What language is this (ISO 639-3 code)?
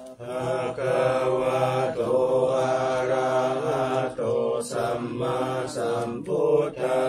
pli